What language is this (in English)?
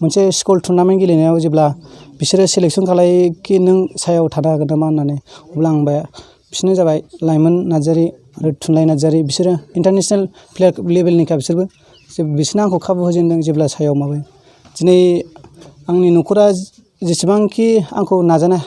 Bodo